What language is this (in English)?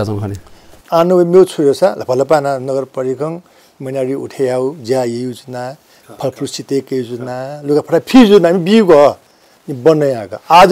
Newari